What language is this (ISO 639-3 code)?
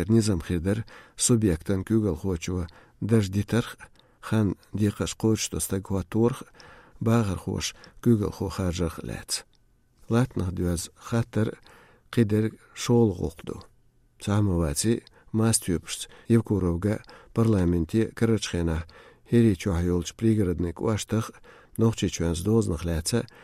che